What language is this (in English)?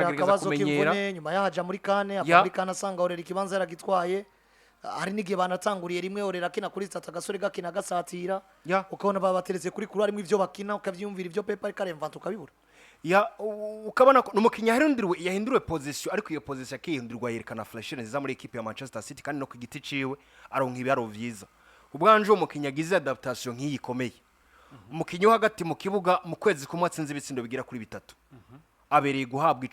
Rundi